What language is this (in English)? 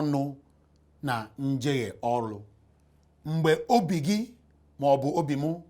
Igbo